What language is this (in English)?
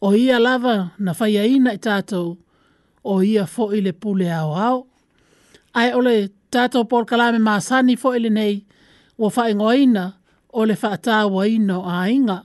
Samoan